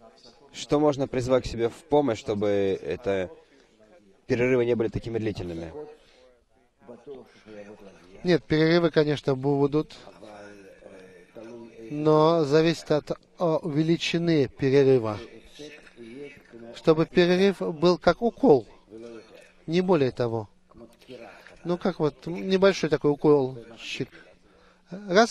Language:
Russian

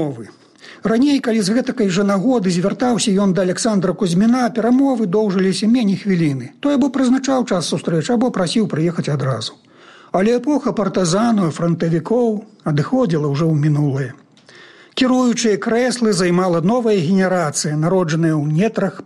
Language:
Belarusian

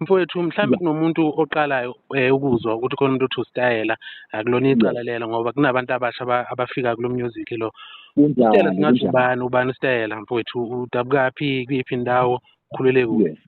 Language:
Zulu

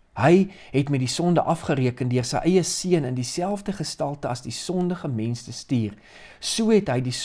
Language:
Afrikaans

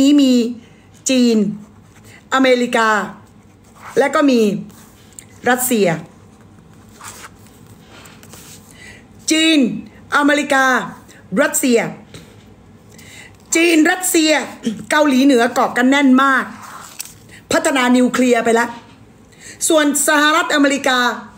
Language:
Thai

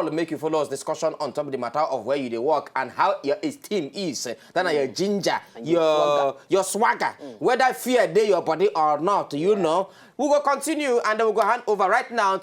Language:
Nigerian Pidgin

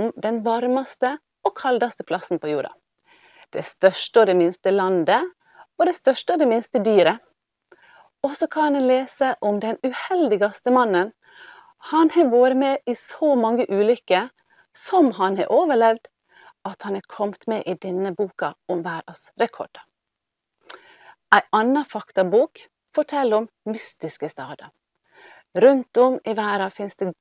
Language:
Norwegian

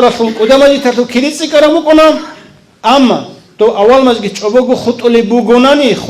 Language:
Avaric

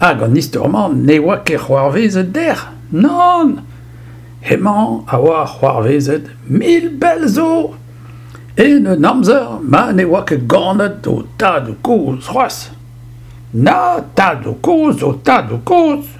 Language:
Breton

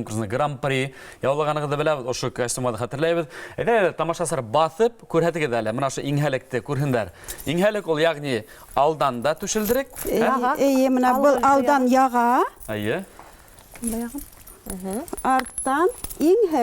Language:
Bashkir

